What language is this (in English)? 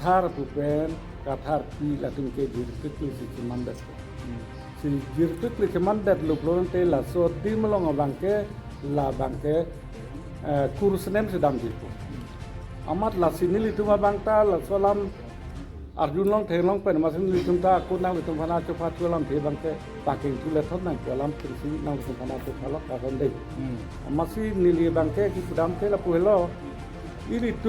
Karbi